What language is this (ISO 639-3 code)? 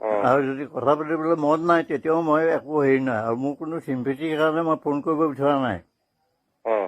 asm